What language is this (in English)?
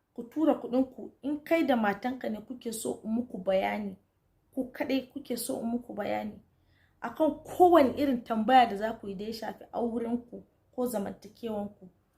Hausa